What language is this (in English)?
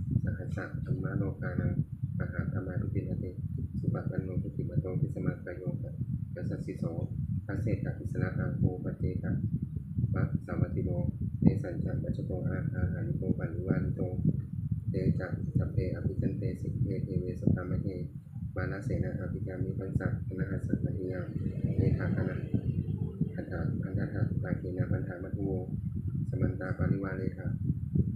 Pali